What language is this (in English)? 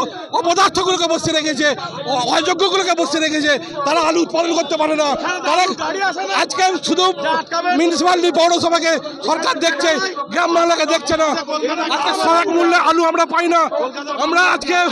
Bangla